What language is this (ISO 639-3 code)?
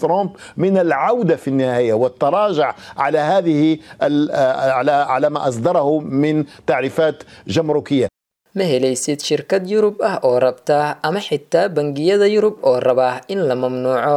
som